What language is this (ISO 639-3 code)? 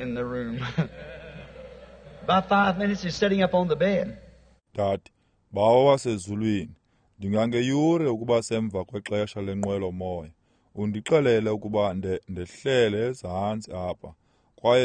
xho